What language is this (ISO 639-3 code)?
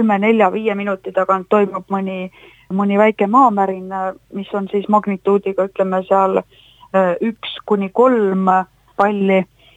est